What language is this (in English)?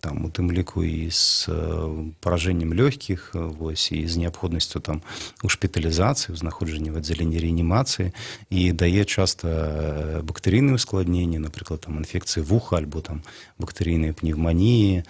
Belarusian